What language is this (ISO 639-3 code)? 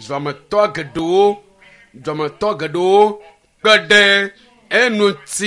ewe